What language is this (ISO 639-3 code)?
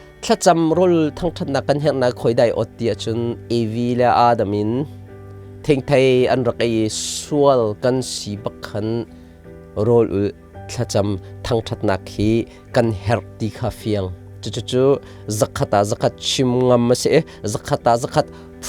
cnh